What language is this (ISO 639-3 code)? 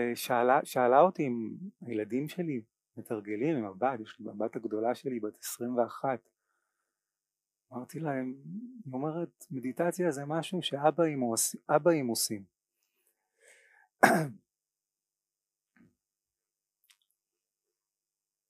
heb